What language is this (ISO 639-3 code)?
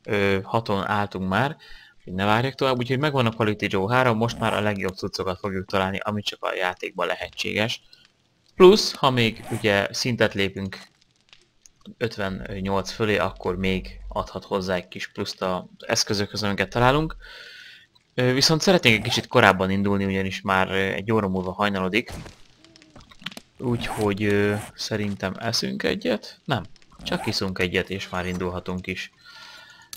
hun